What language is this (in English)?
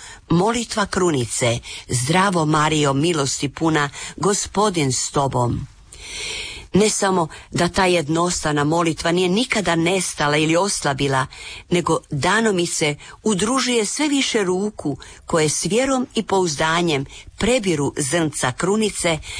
Croatian